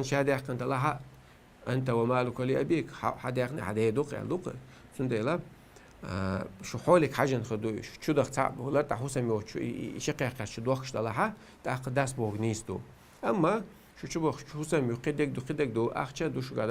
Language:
Chechen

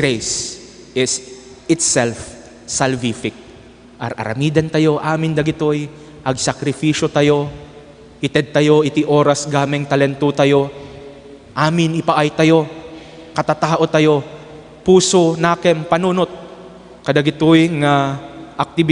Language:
Iloko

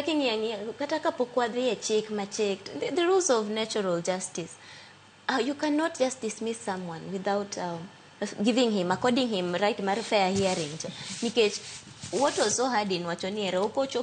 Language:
Luo (Kenya and Tanzania)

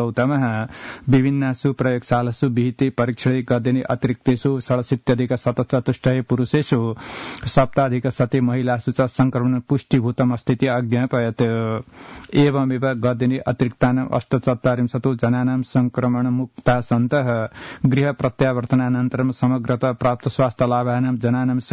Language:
Sanskrit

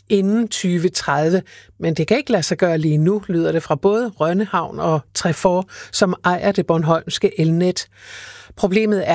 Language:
Danish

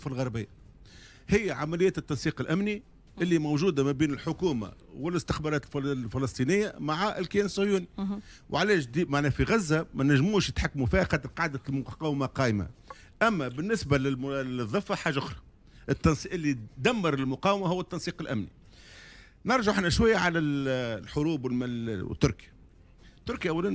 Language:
Tunisian Arabic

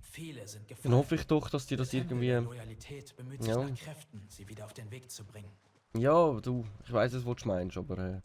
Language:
Swiss German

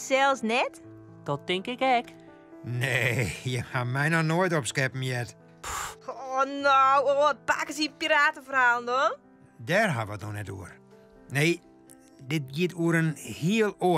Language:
Western Frisian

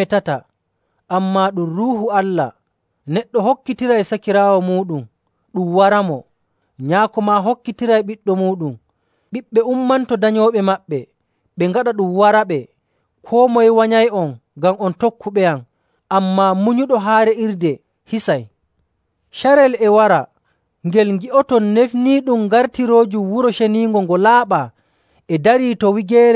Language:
Nigerian Fulfulde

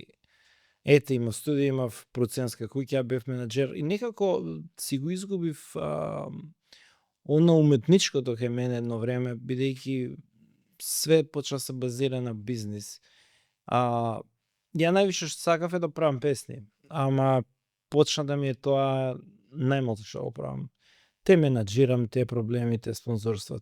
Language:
Macedonian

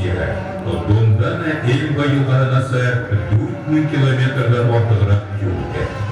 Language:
Bashkir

